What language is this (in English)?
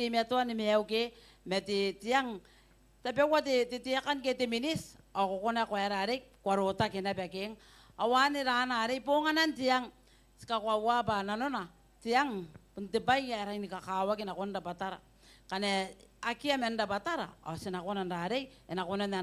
Gilbertese